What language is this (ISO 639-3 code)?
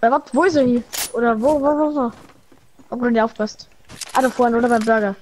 bar